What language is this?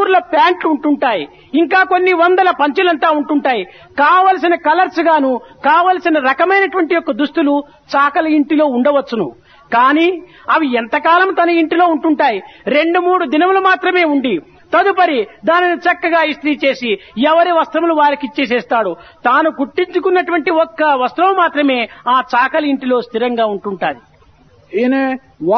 Telugu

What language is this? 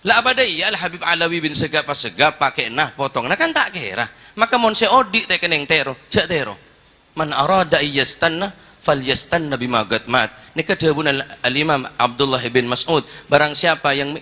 Madurese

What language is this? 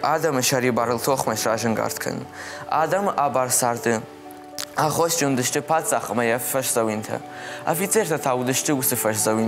Ossetic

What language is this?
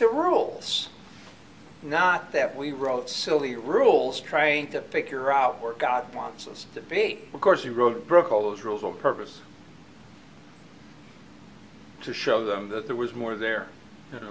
English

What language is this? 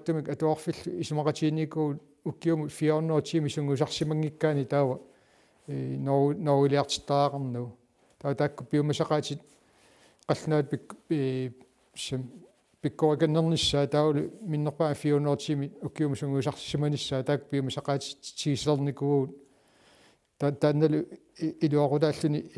Kalaallisut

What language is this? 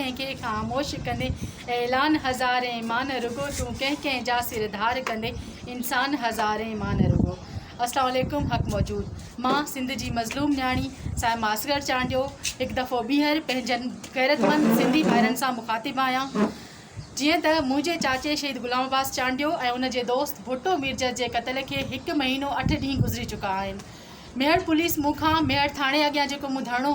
Sindhi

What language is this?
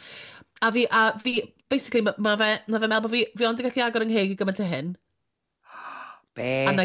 Welsh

